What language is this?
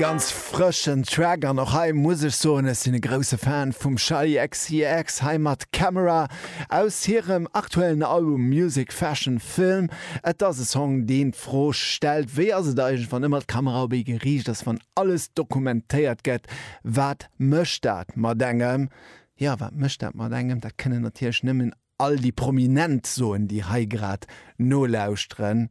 Luxembourgish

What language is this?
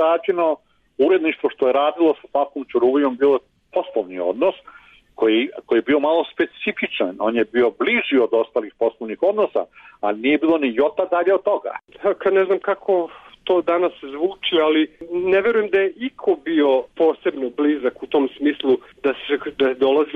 Serbian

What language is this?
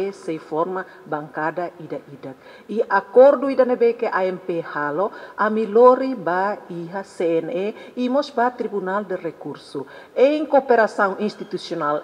Tetum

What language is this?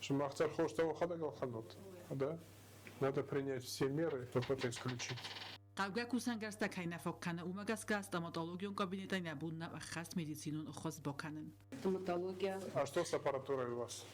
Ossetic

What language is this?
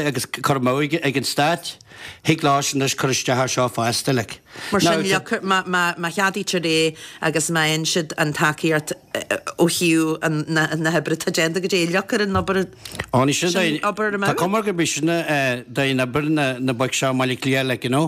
Irish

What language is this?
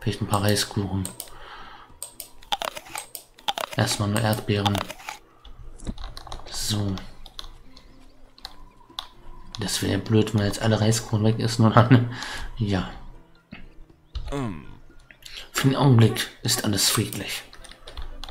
German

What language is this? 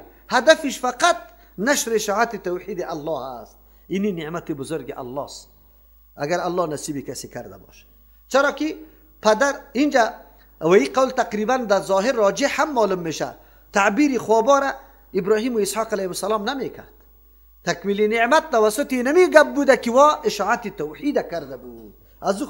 Persian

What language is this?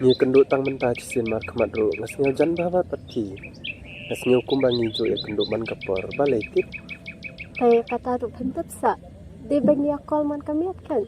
Khasi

